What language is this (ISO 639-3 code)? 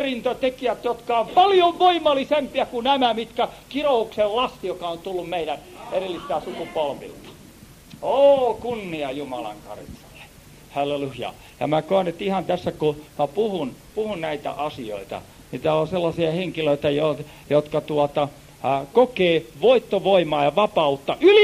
fin